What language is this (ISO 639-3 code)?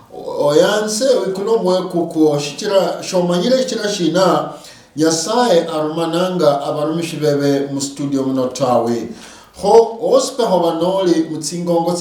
luy